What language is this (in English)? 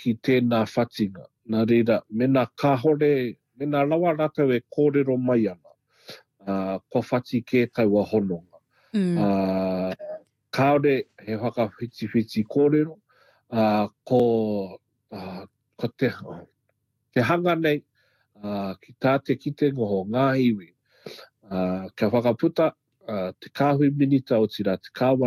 Māori